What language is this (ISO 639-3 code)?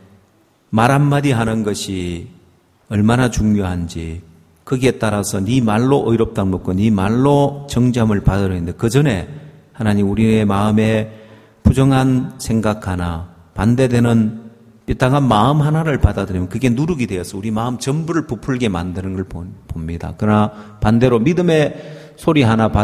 kor